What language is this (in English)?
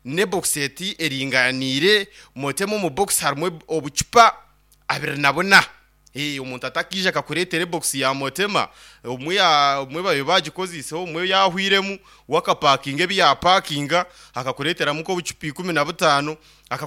Nyankole